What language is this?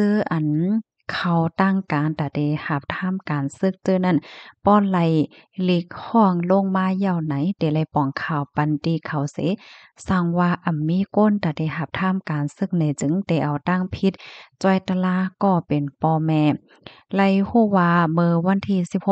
Shan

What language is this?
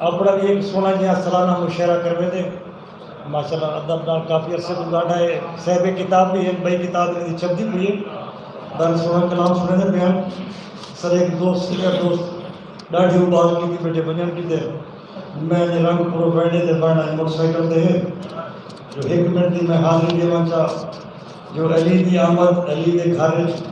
Saraiki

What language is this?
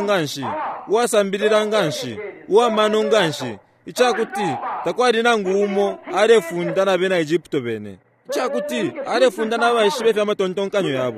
Bemba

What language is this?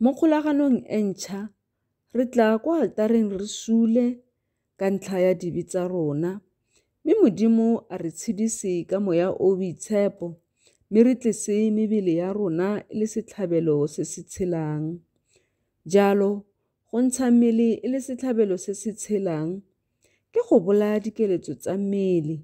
Tswana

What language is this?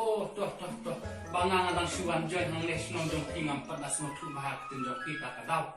Khasi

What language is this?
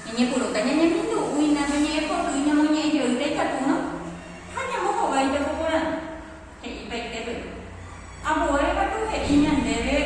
Guarani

